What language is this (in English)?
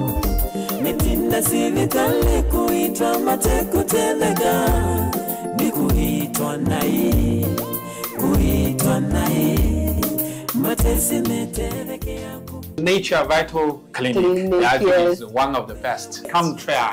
Kamba